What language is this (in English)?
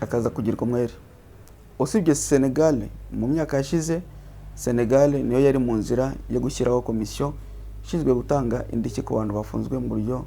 Kinyarwanda